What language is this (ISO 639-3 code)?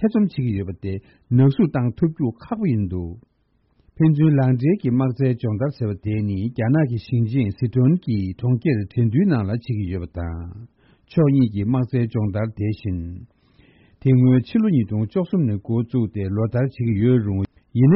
bod